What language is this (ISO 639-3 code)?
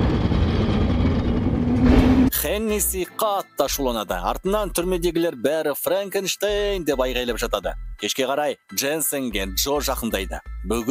kaz